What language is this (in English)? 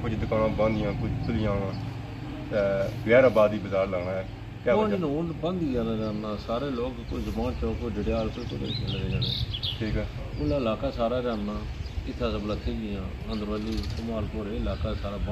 Pahari-Potwari